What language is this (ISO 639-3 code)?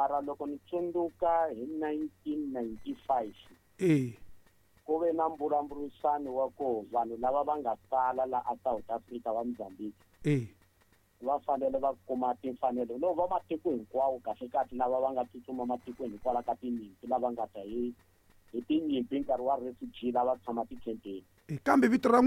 tso